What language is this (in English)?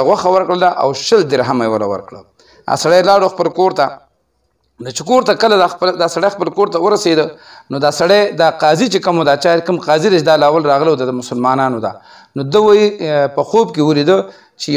Pashto